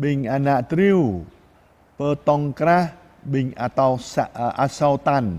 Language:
Jarai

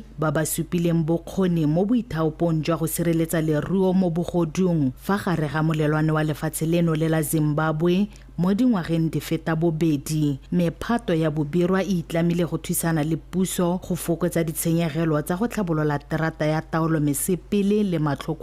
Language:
Tswana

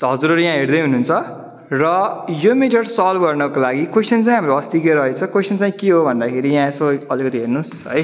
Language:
Nepali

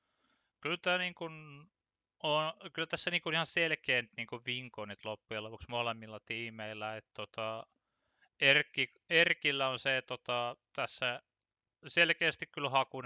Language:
Finnish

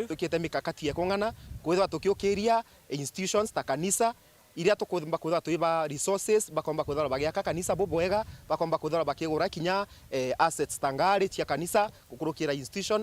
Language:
Meru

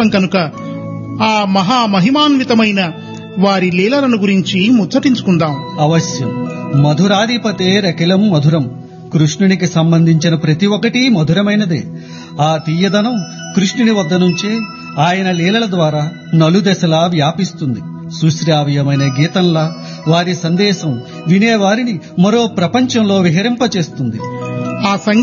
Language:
Telugu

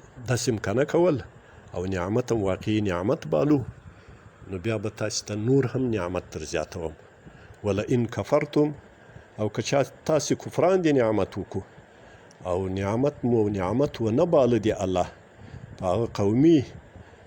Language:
Pashto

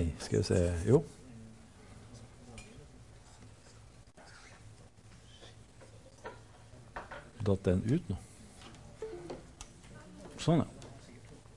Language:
Norwegian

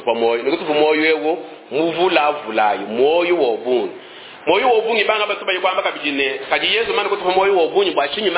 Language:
Luba-Lulua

